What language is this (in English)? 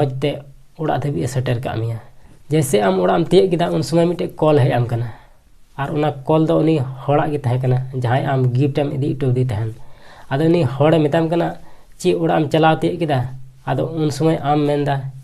Santali